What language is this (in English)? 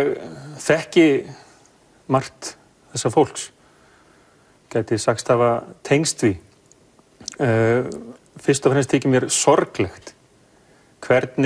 Icelandic